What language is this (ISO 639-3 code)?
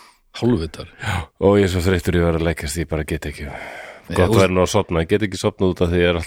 isl